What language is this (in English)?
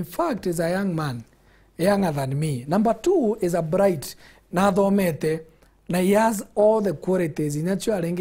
Meru